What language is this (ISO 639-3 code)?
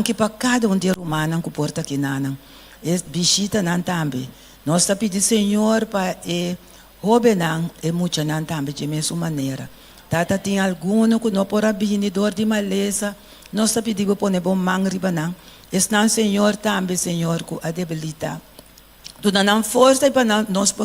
pap